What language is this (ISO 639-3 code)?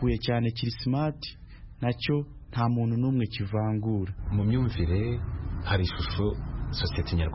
kin